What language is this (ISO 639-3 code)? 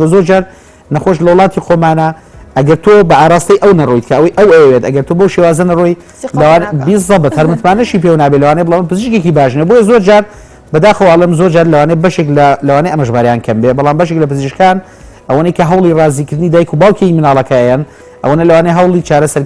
ckb